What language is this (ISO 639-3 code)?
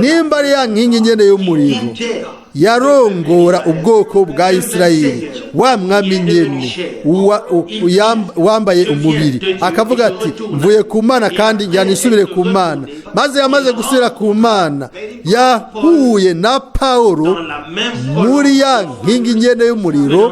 run